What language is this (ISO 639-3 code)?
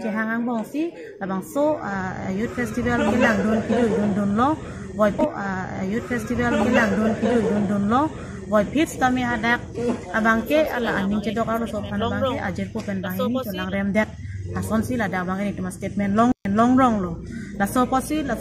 mjw